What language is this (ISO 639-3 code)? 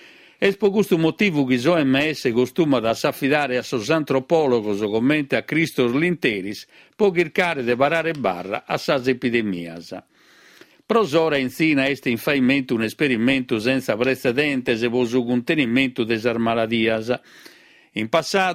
srd